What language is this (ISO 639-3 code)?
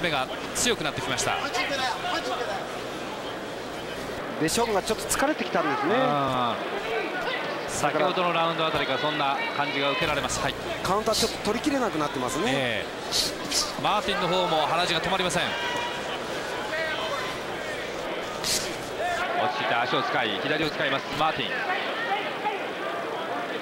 jpn